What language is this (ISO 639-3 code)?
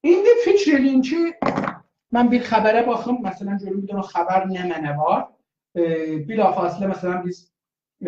azb